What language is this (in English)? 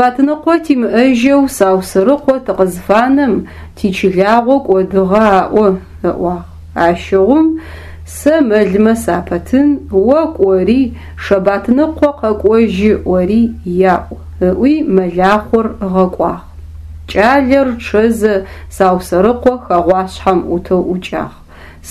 Adyghe